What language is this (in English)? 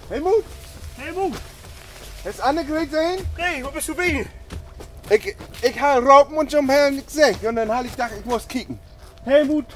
Low German